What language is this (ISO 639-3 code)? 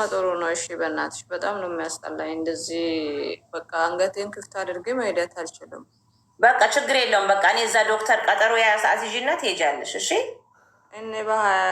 amh